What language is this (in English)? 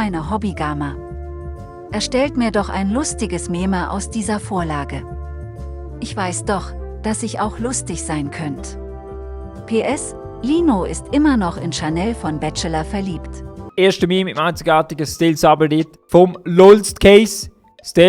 Swiss German